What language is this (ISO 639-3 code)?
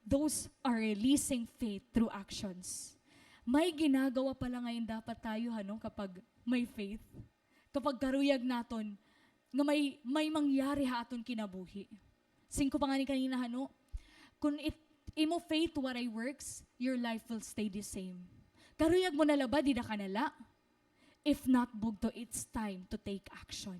war